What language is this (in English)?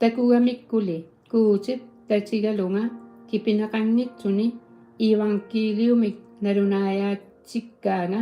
Kalaallisut